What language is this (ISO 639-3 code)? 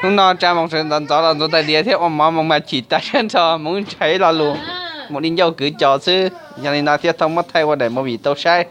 hmn